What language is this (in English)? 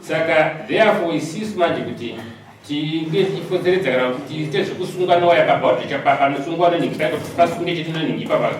Shona